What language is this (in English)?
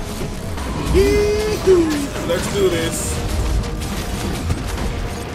English